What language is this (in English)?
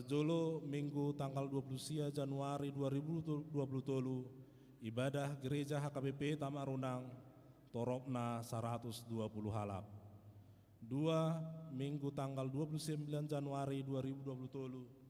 Batak Toba